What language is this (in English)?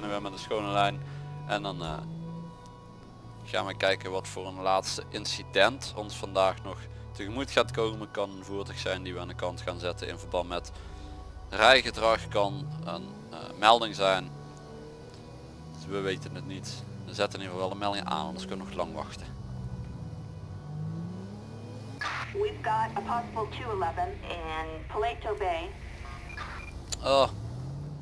Dutch